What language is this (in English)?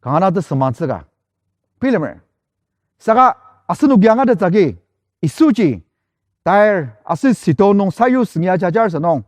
Ao Naga